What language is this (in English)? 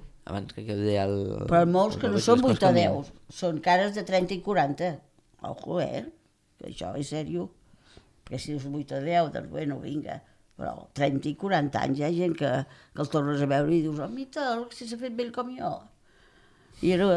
Catalan